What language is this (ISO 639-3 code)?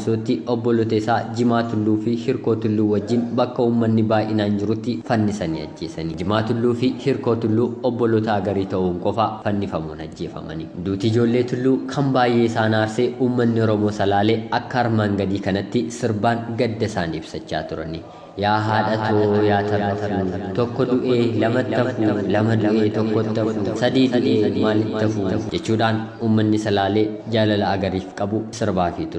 orm